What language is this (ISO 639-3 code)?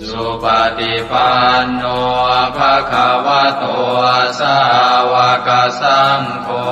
pli